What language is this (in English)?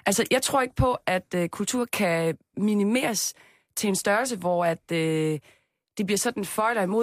Danish